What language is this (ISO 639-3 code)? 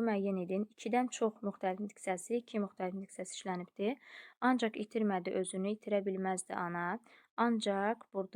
aze